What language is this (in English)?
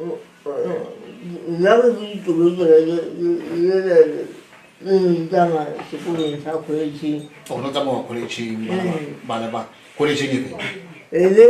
Southern Sotho